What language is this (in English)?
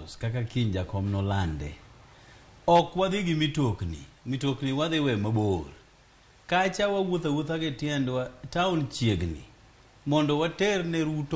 Luo (Kenya and Tanzania)